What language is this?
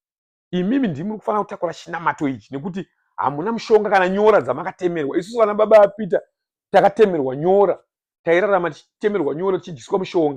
Shona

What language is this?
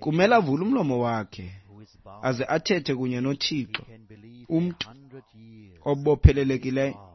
Xhosa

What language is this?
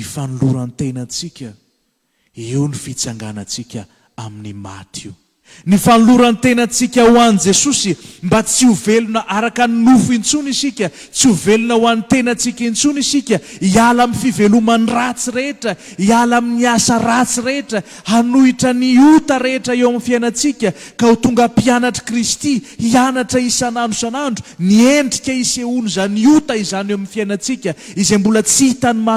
Malagasy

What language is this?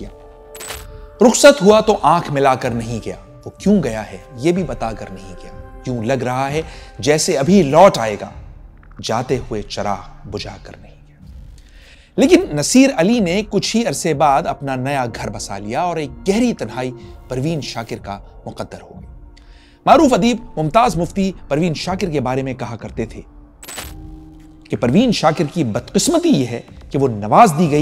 Urdu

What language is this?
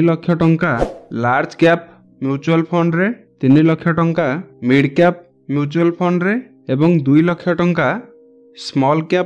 Odia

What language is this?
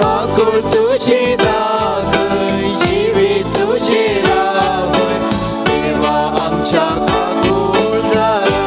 Konkani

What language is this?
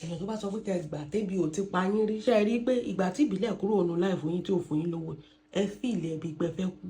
Yoruba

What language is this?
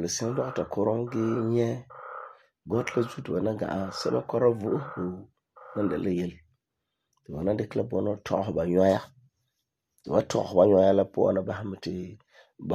Frafra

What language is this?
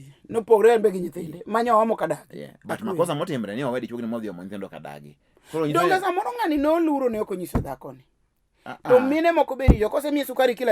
Luo (Kenya and Tanzania)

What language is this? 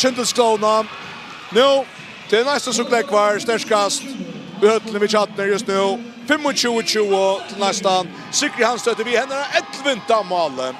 Faroese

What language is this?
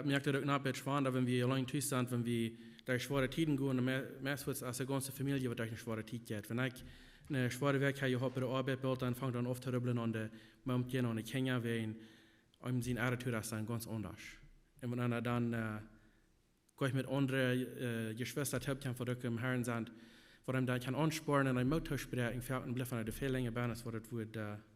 Plautdietsch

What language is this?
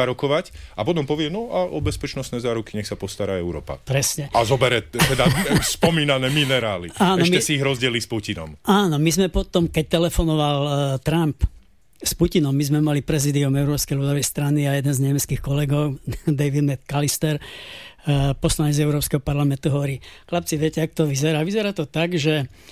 Slovak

